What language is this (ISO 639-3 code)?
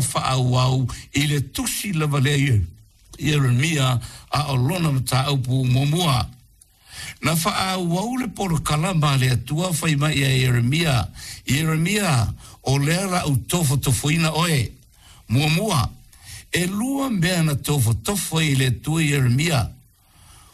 smo